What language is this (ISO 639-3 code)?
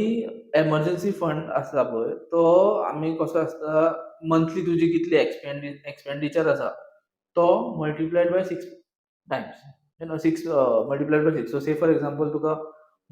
kok